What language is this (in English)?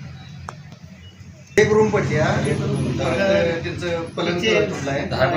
Marathi